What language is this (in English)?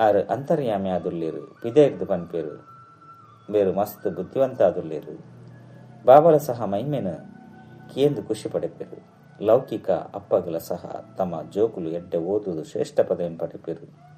Tulu